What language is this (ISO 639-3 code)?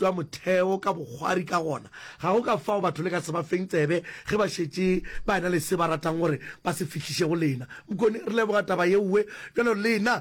nso